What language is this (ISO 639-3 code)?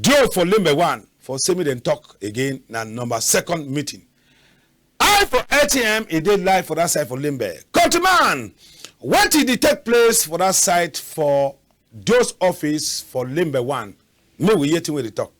wes